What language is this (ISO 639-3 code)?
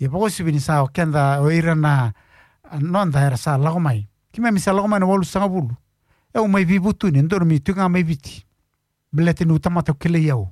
fij